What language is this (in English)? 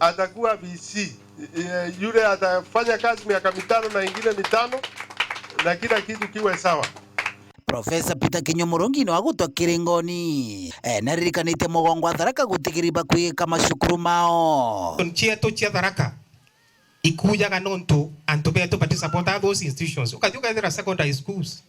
Meru